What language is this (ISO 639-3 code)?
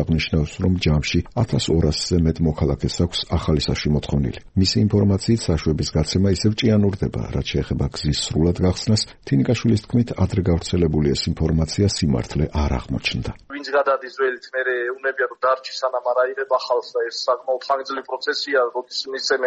kat